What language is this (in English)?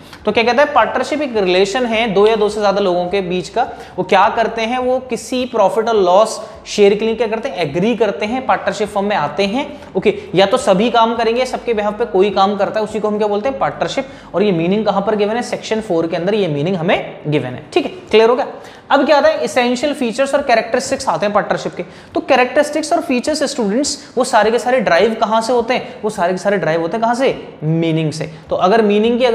Hindi